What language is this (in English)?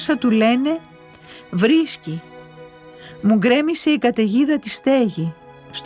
Greek